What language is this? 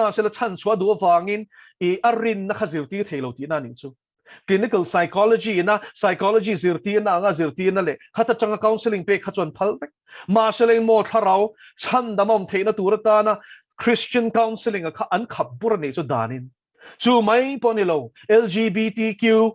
Mizo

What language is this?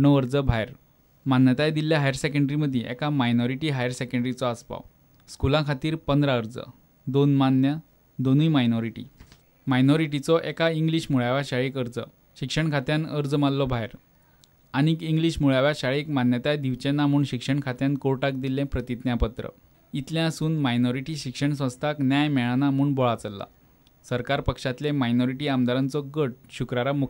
Konkani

